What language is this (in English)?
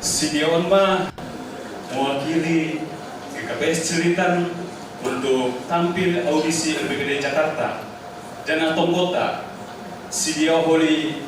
Batak Simalungun